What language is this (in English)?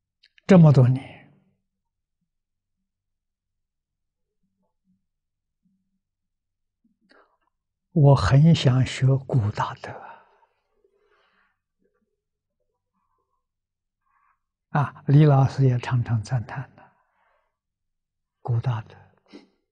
Chinese